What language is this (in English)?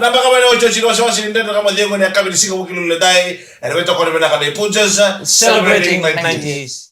Fijian